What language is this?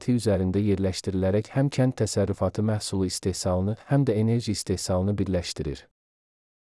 Azerbaijani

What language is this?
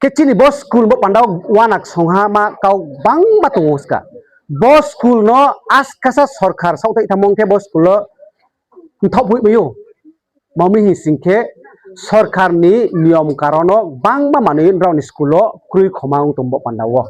Riang (India)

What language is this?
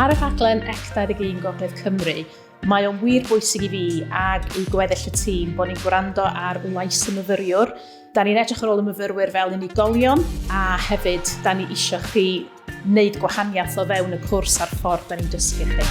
Welsh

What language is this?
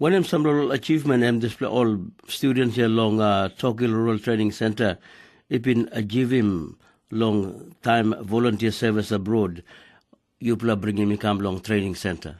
Tok Pisin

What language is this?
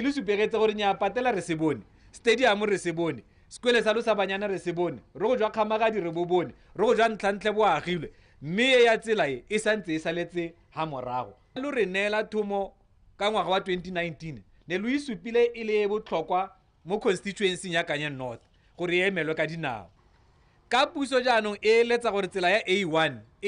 Tswana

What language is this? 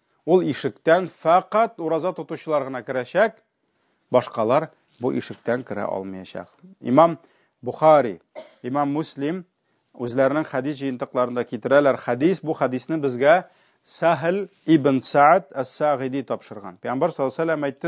Tatar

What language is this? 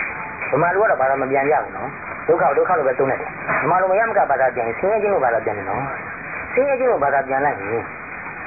Burmese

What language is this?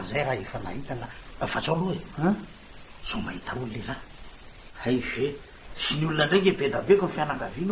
Malagasy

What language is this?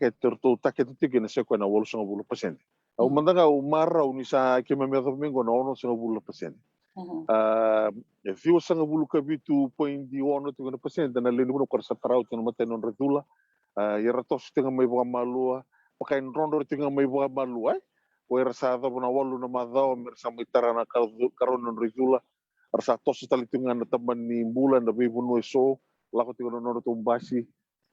Fijian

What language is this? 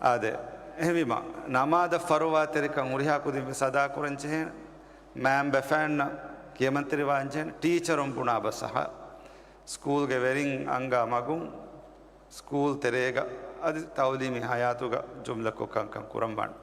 Divehi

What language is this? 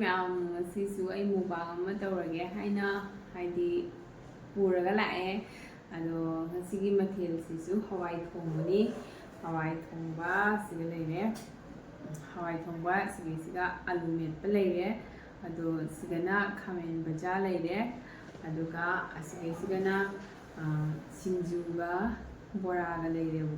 Manipuri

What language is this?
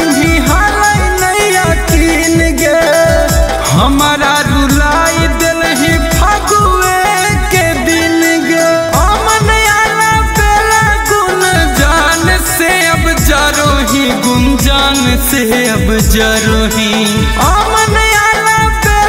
Magahi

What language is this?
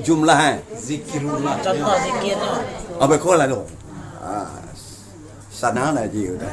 Minangkabau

